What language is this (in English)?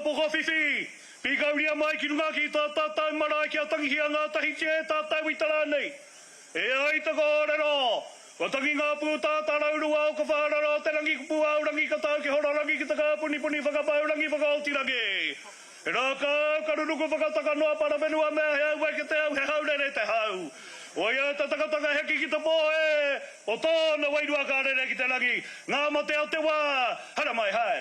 Māori